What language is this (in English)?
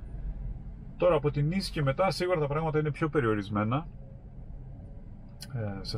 Greek